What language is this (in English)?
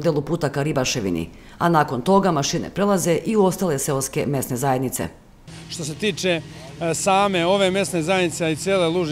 Serbian